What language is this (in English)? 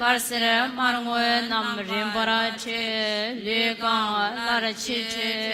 Tibetan